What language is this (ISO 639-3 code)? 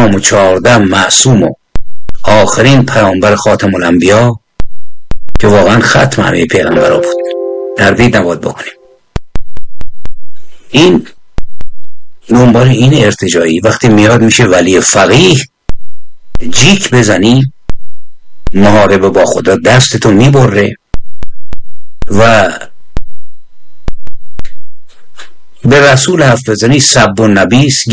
fas